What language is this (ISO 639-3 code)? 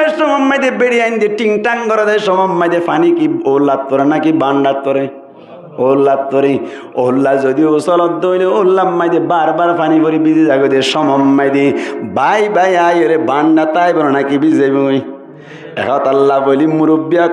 rhg